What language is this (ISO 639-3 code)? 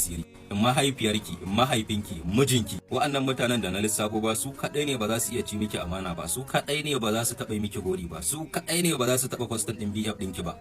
hau